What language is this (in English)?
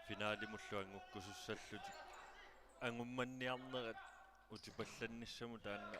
Kalaallisut